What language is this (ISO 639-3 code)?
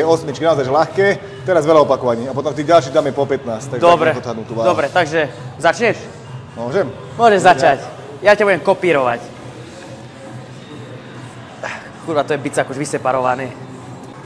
slk